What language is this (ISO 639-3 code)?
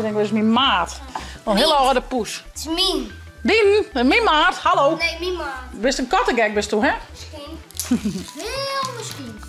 fry